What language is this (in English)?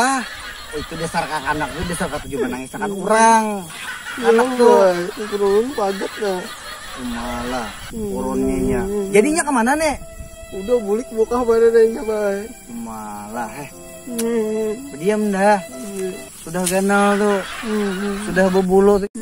Banjar